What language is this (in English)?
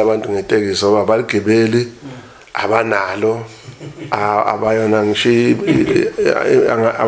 Zulu